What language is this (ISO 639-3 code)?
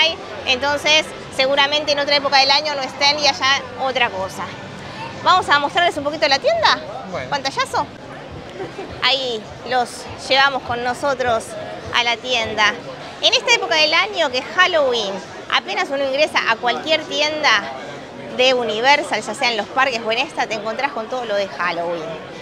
spa